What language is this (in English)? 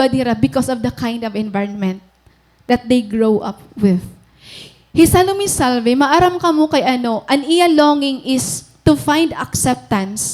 Waray